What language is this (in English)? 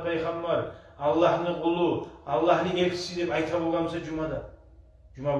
Kumyk